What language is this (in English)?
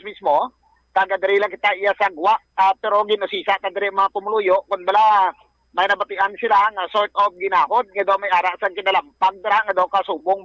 Hiligaynon